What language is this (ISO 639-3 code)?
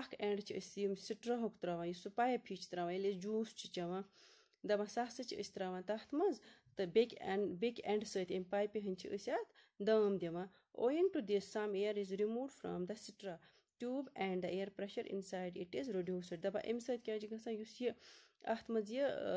kas